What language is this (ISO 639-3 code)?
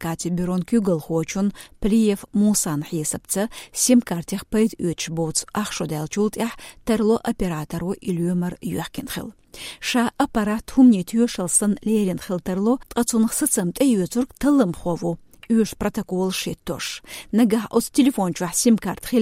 che